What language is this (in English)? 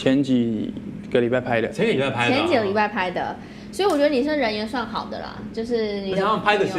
Chinese